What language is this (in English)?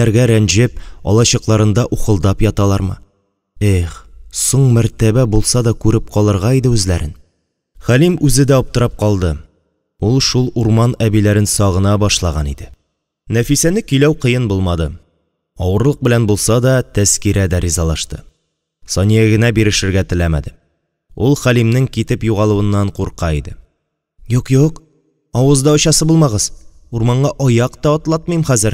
Tatar